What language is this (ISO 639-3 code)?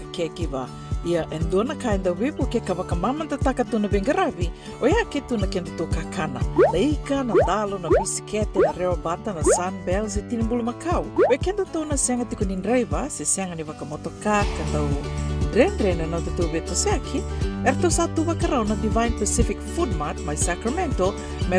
fij